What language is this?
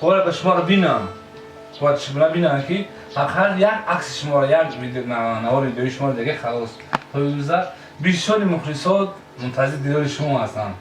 Tajik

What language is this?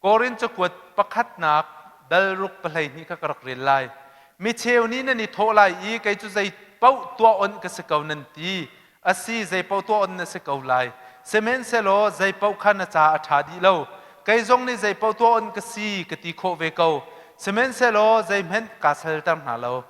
Hakha Chin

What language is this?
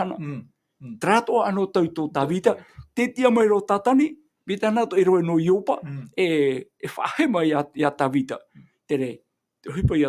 Tahitian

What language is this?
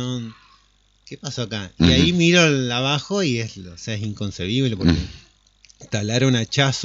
Spanish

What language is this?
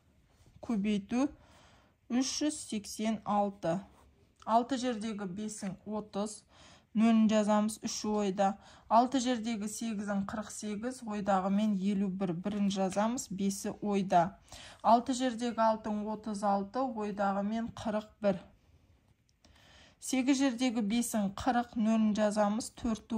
Kazakh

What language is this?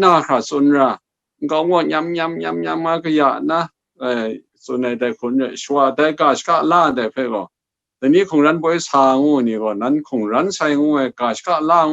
Kachin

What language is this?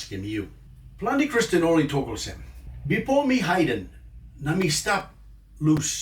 Tok Pisin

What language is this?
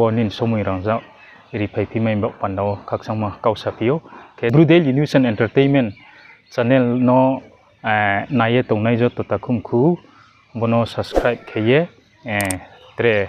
Riang (India)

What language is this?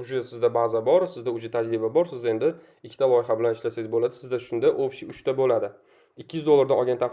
Uzbek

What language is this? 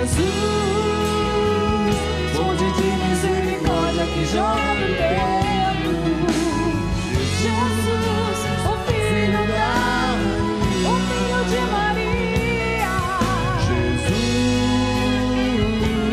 Portuguese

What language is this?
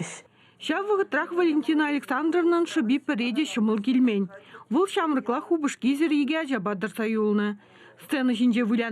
Chuvash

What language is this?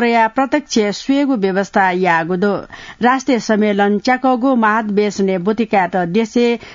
Newari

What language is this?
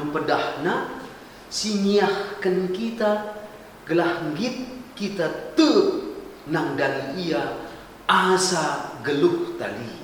Batak Karo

